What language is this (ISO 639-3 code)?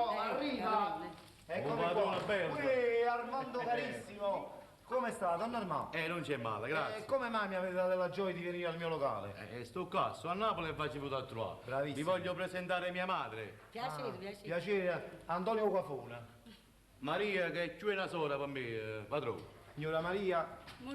nap